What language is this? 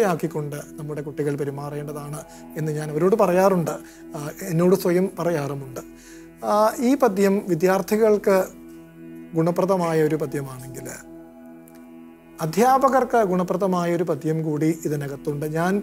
Malayalam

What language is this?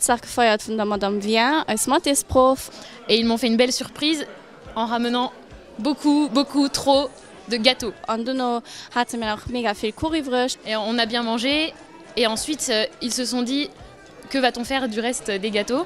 Luxembourgish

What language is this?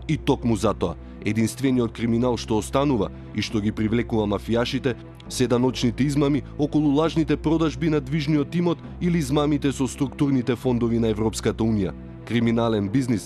Macedonian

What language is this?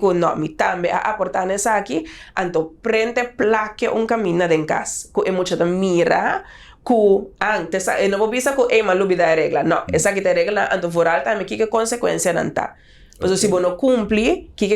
Papiamento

